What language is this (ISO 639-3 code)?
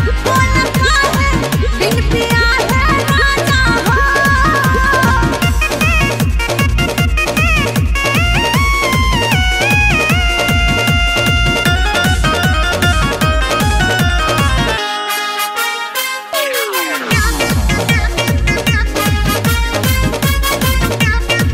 bho